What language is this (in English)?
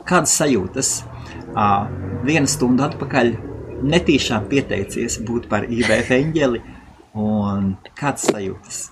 Latvian